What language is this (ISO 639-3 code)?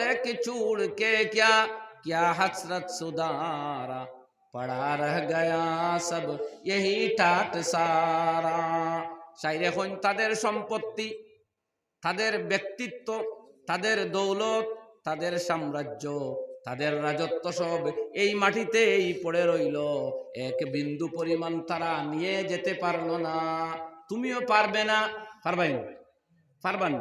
syl